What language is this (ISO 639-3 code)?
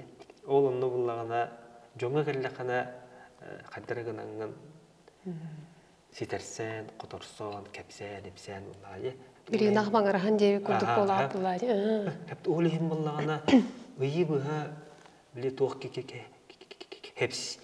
sah